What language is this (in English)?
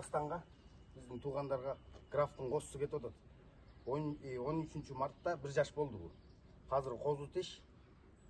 Kyrgyz